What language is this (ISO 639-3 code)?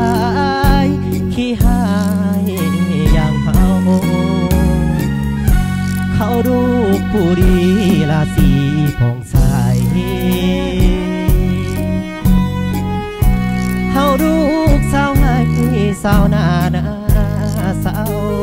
tha